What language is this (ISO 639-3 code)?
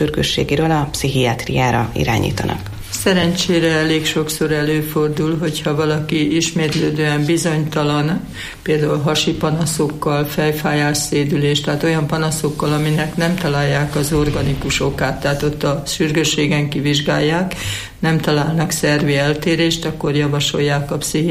hun